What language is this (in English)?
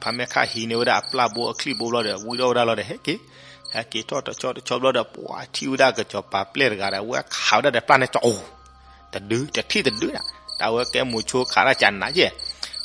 S'gaw Karen